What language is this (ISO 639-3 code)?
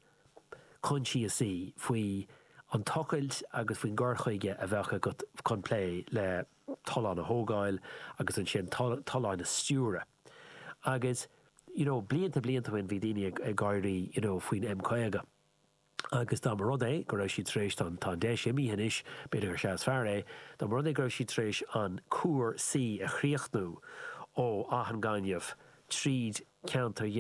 gle